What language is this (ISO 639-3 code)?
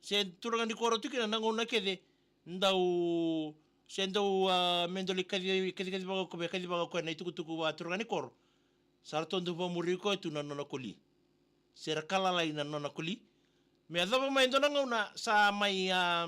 fij